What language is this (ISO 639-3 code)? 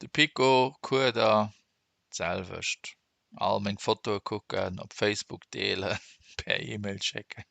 ltz